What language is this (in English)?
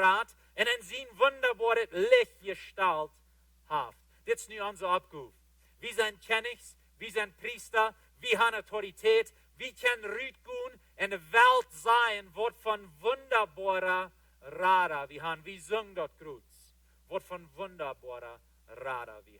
Plautdietsch